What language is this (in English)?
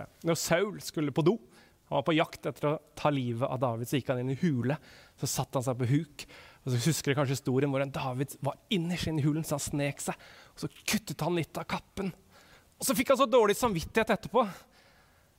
Norwegian